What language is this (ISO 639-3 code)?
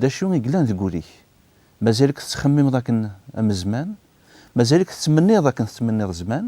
kab